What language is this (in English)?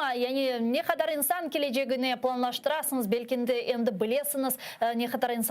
Crimean Tatar